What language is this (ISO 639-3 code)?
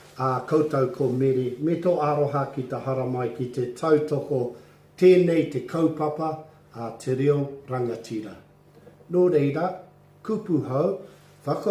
mri